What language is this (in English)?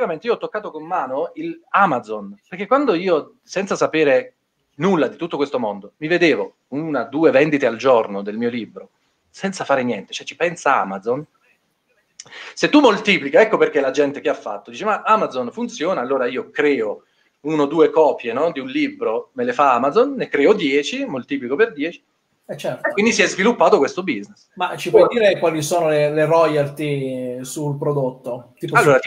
Italian